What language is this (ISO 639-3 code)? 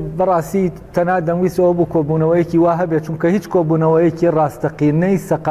ckb